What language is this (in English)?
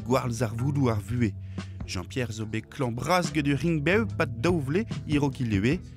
Breton